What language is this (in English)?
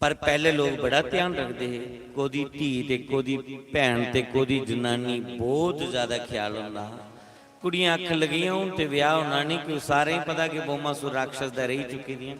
Dogri